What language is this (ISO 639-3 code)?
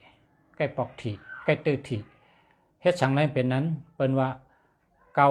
shn